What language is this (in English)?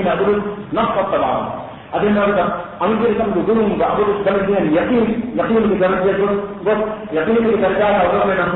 Divehi